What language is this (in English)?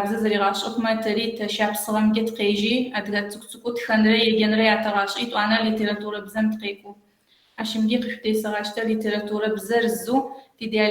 Kabardian